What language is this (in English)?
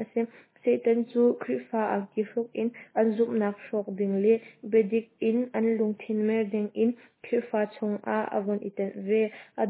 Hakha Chin